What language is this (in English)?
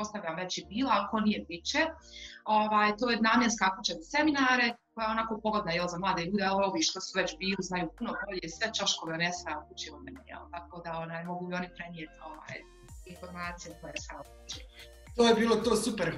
Bosnian